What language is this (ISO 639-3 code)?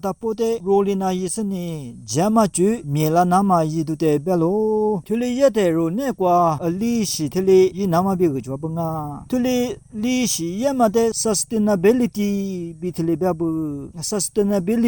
lis